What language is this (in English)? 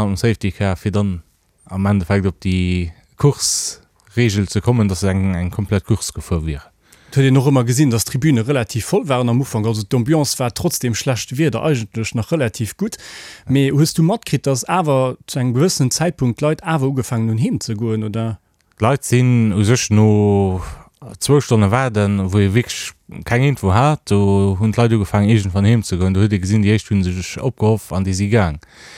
Luxembourgish